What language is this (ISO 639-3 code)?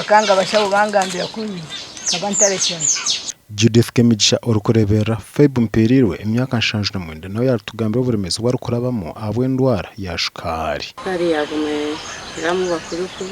nyn